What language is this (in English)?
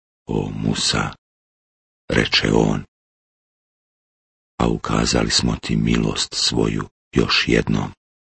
Bosnian